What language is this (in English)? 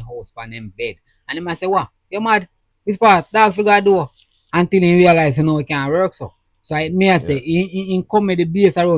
Jamaican Creole English